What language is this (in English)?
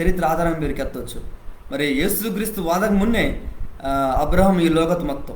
Koya